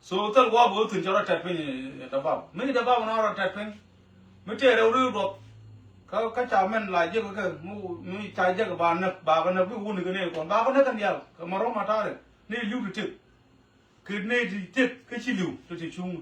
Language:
Nuer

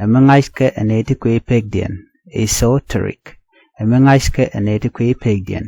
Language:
Nuer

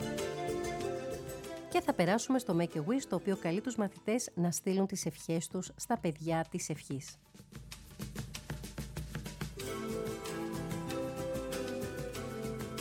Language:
Greek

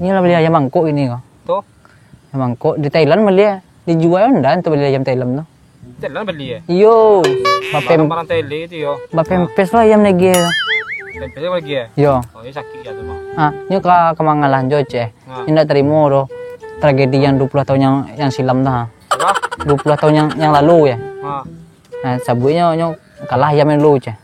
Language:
Minangkabau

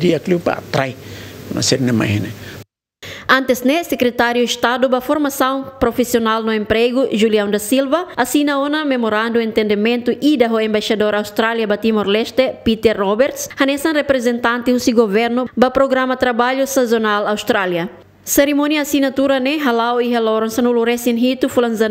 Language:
Tetum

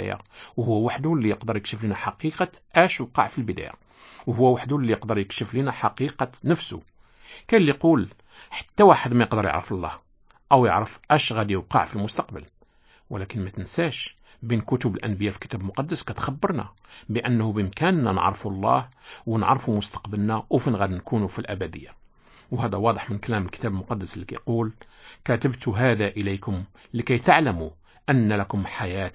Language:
Moroccan Arabic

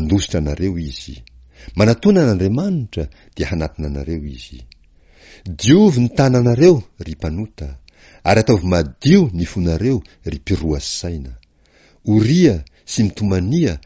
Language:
Malagasy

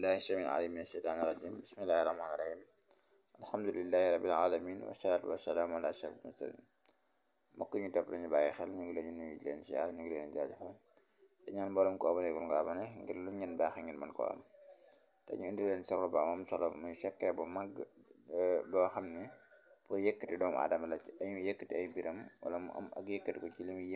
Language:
Wolof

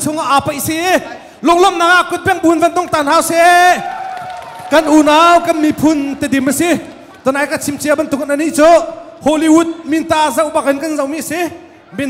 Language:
Hakha Chin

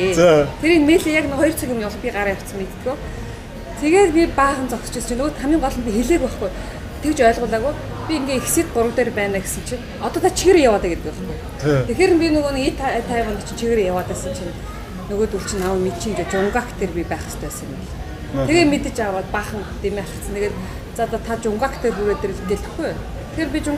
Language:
Mongolian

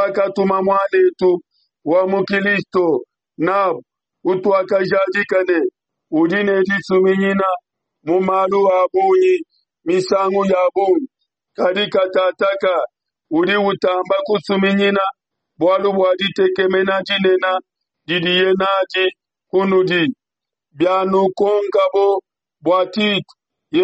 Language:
Luba-Lulua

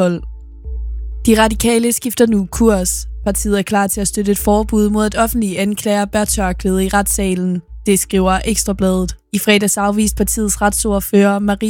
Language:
Danish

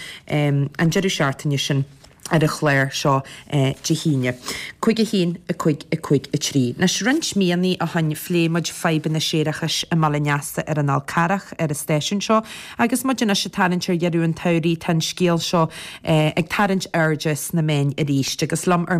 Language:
Irish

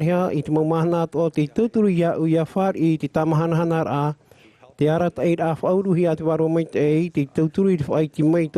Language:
Tahitian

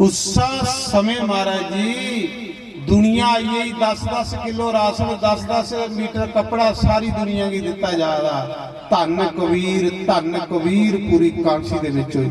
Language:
Dogri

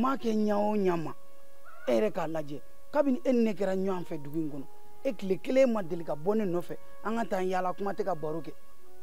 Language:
Bambara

